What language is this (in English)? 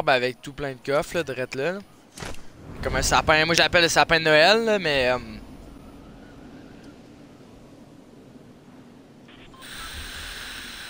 French